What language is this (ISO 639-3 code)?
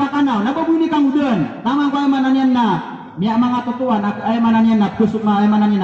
mrw